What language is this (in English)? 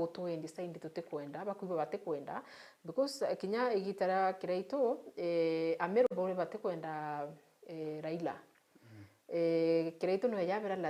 Meru